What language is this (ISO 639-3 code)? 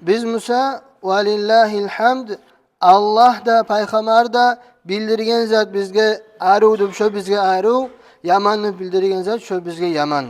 kum